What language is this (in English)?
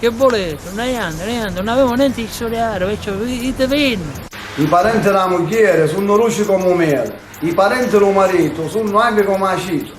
Sicilian